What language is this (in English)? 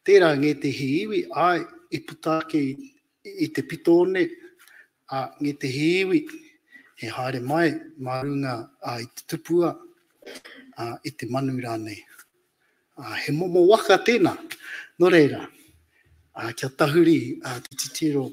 Māori